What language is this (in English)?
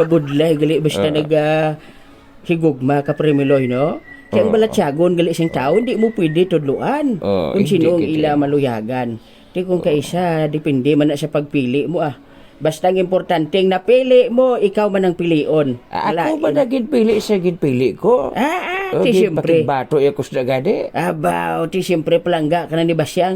Hiligaynon